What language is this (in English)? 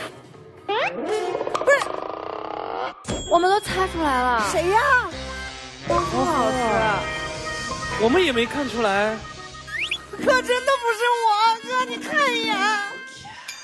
Chinese